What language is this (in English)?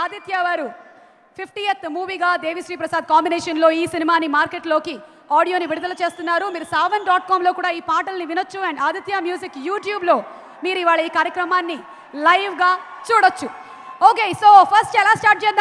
Telugu